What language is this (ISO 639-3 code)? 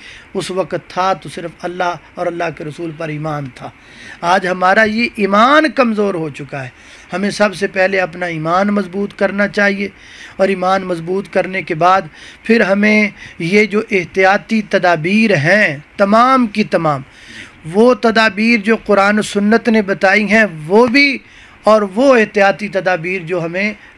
urd